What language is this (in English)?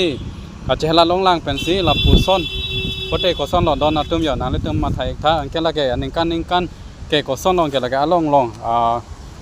Karbi